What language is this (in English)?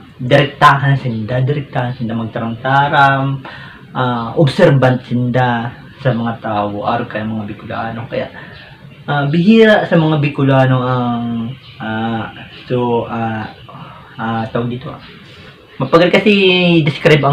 Bikol